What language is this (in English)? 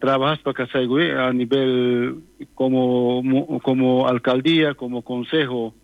South Bolivian Quechua